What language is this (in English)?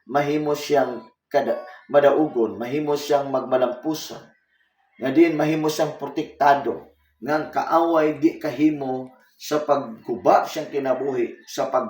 Cebuano